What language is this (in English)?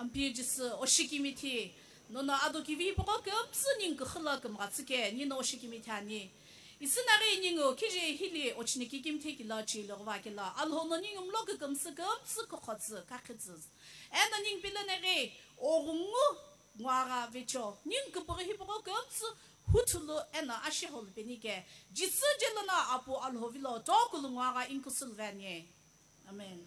Sumi Naga